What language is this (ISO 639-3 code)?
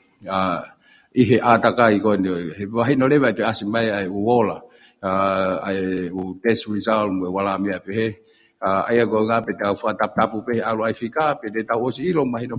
ton